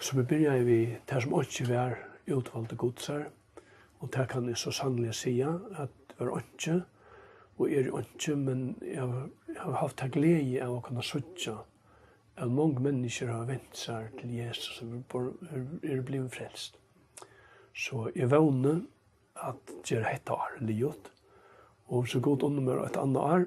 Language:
Faroese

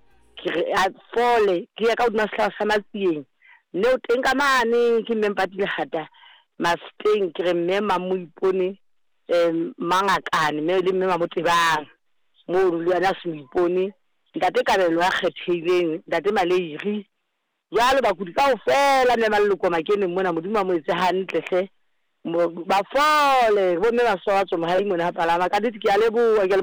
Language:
Southern Sotho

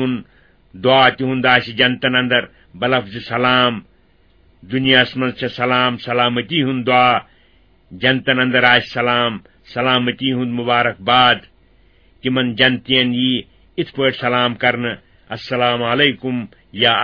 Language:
Kashmiri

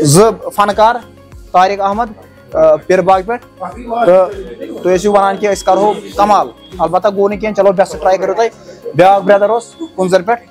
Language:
Kashmiri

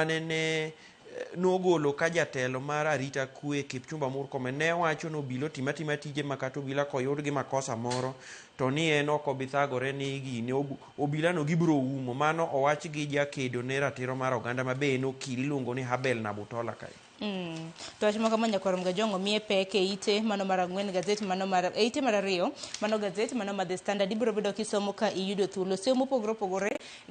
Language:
Luo (Kenya and Tanzania)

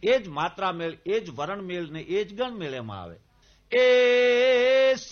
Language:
Gujarati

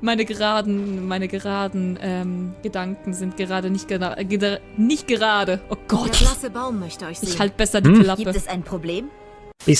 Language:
Swiss German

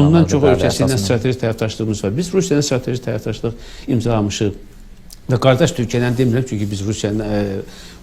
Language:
Azerbaijani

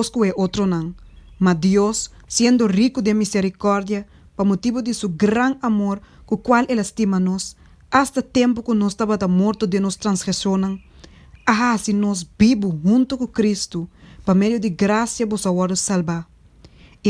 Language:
Papiamento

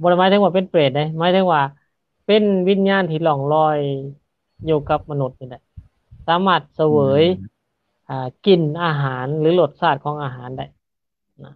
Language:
Lao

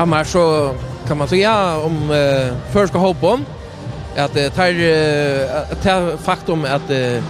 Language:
Faroese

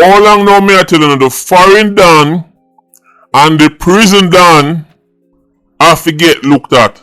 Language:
Jamaican Creole English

